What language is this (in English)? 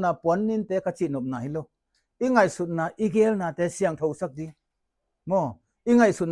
Tedim Chin